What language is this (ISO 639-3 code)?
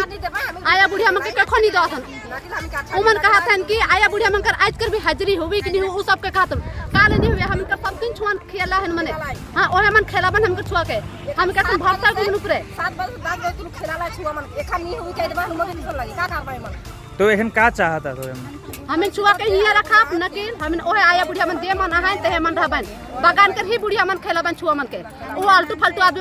sck